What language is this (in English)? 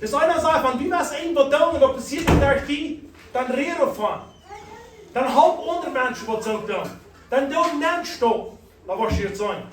Plautdietsch